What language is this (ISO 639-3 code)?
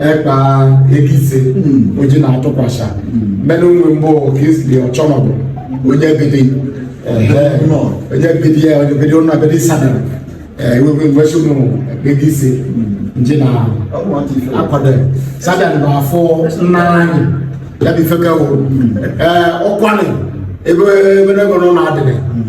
ibo